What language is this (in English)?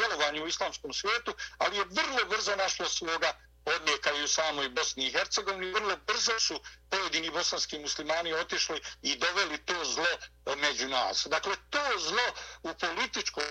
Bosnian